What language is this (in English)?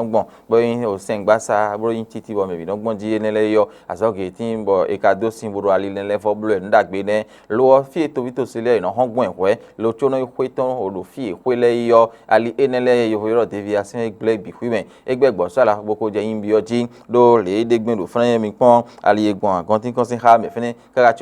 Fon